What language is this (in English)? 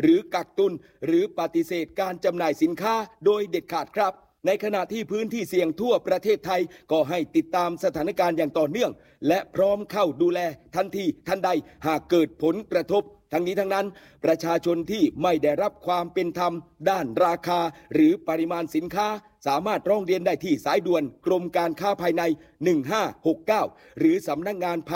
Thai